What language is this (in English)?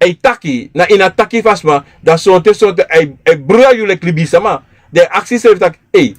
Sranan Tongo